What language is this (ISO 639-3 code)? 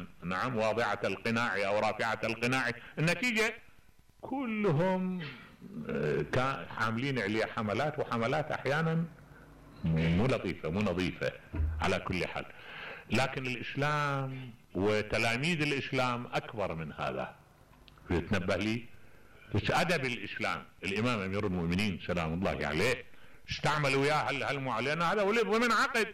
acm